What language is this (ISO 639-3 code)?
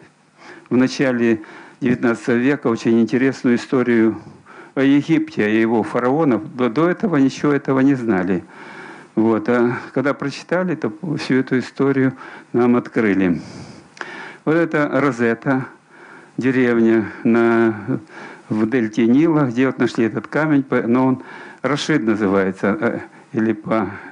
rus